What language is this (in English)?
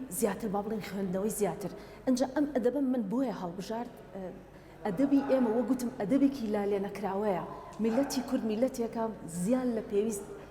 Central Kurdish